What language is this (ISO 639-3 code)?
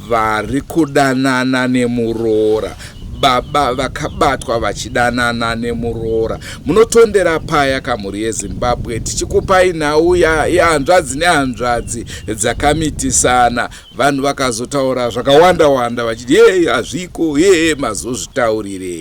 sna